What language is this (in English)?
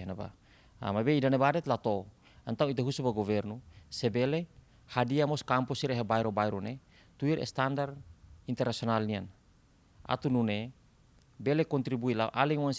Tetum